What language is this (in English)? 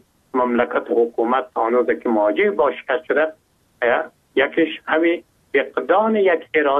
Persian